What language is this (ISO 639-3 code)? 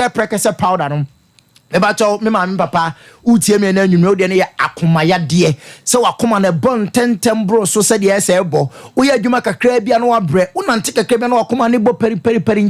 aka